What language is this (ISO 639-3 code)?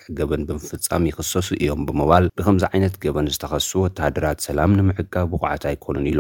tir